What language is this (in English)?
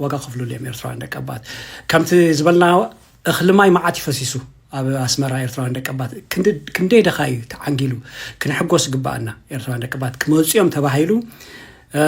Tigrinya